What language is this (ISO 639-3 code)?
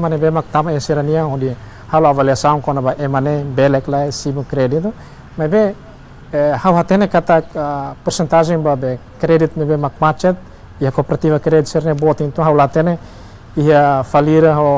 tet